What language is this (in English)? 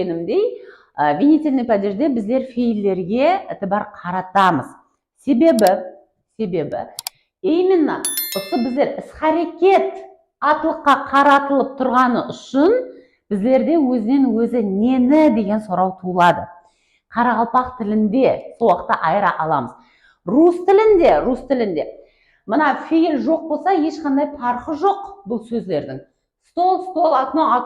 Kara-Kalpak